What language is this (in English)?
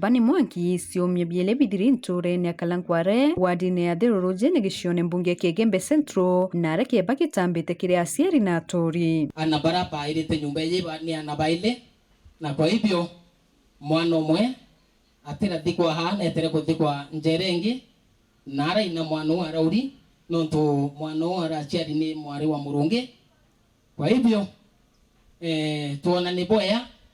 Meru